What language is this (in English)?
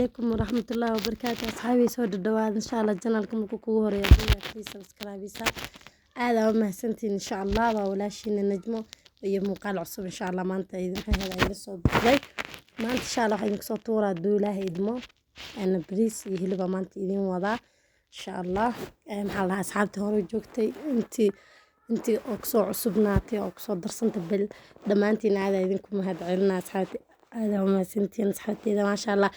Somali